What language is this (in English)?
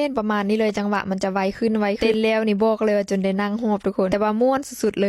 Lao